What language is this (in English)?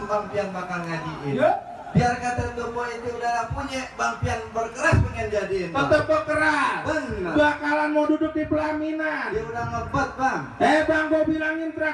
Betawi